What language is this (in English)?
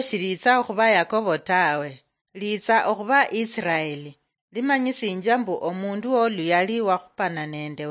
Luyia